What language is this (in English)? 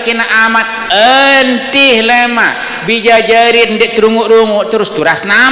Sasak